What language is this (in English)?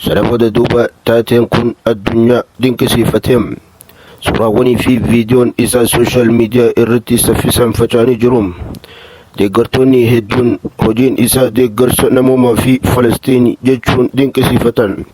Oromo